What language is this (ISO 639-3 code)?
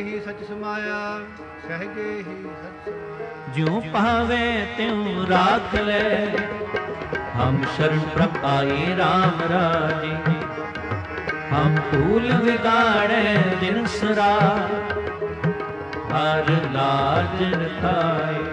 pan